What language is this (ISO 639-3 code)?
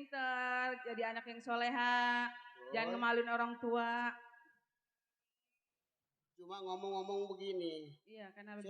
bew